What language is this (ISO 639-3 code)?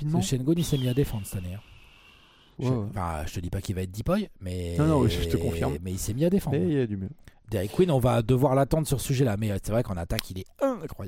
fra